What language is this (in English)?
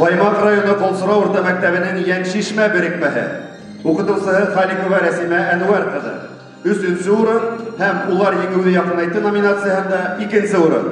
Bashkir